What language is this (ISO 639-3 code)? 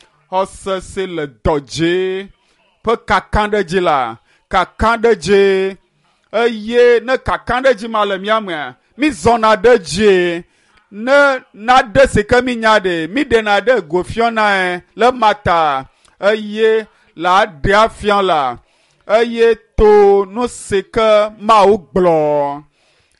ewe